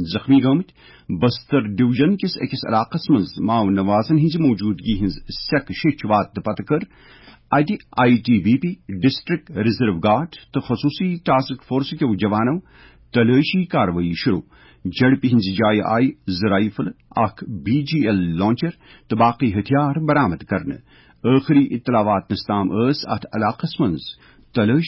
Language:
Kashmiri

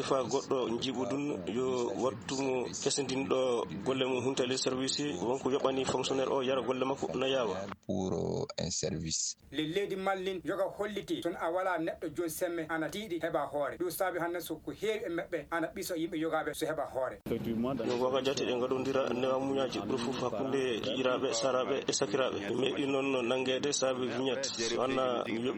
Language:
Fula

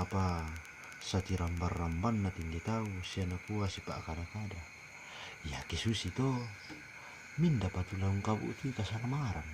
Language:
Toraja-Sa'dan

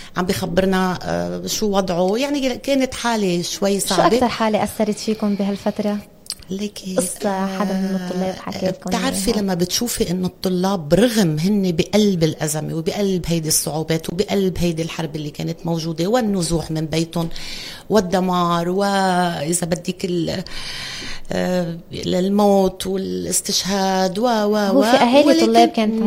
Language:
North Levantine Arabic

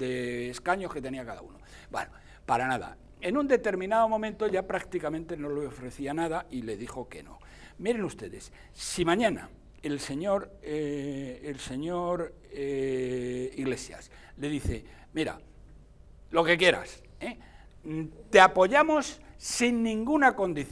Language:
Spanish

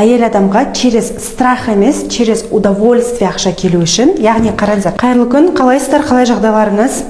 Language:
Kazakh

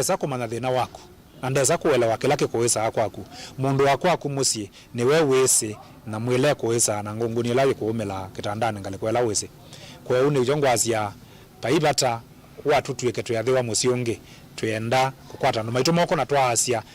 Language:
Kamba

